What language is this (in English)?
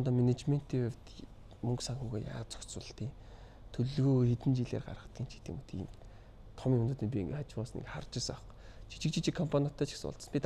Mongolian